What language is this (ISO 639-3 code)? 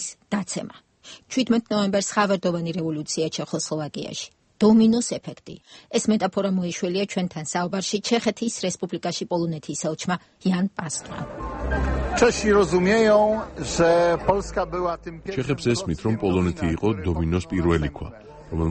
kat